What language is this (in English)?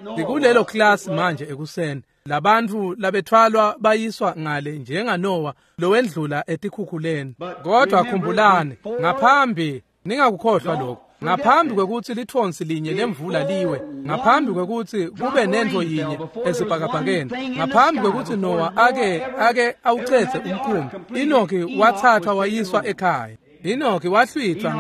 Swati